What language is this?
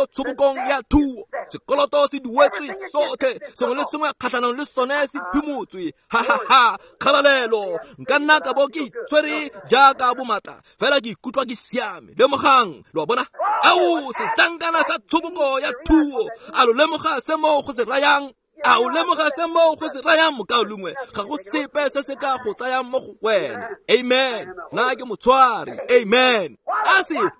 Tswana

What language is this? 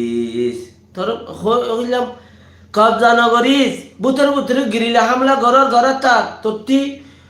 Rohingya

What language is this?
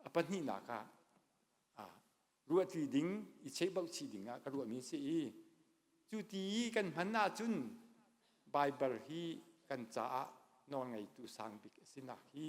Hakha Chin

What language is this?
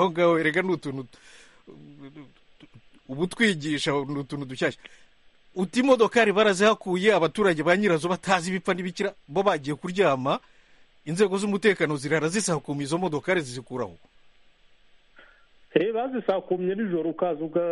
Kinyarwanda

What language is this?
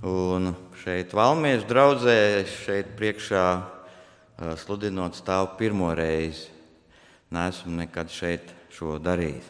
Latvian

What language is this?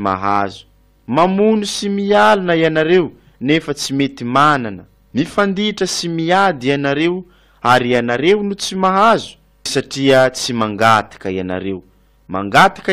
Malagasy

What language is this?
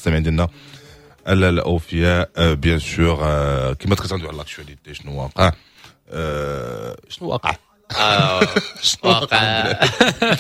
Moroccan Arabic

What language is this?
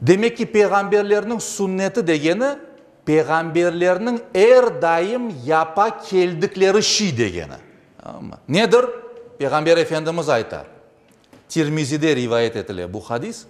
Crimean Tatar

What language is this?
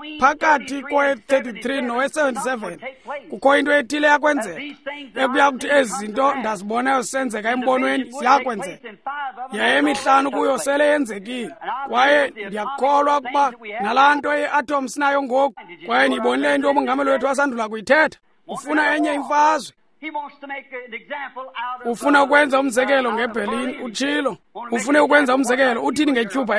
Xhosa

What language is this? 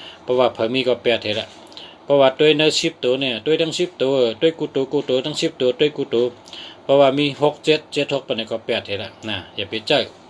Shan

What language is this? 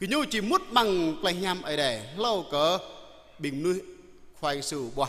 Jarai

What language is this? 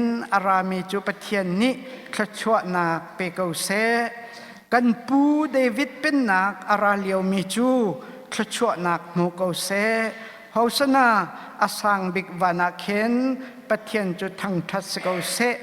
Hakha Chin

